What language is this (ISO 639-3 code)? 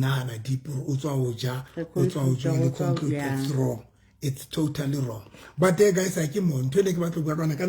sot